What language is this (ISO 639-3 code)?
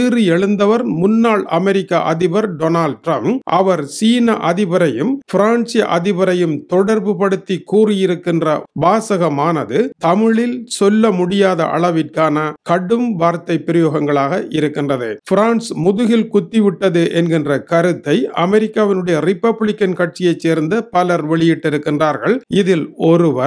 tam